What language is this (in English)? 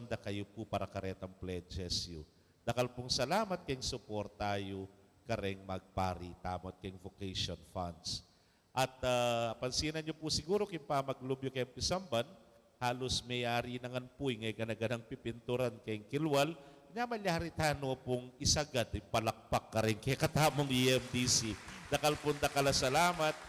Pampanga